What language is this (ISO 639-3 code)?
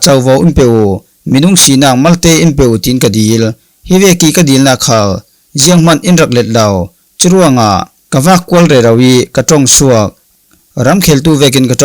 cfm